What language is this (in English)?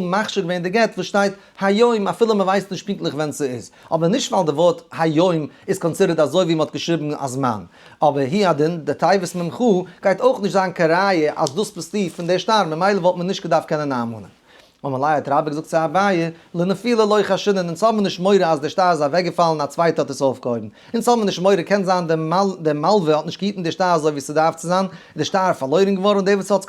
Yiddish